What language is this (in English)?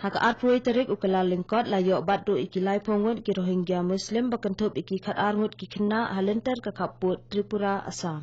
Khasi